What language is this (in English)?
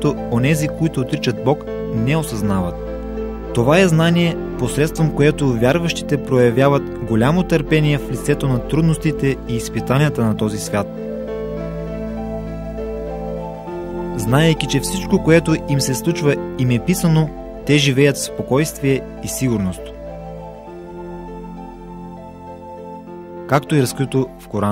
Bulgarian